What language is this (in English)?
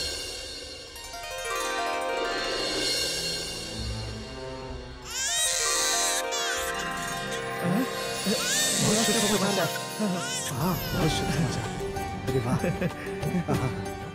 Bhojpuri